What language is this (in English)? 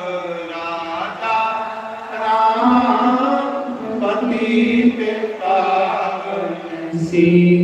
Dogri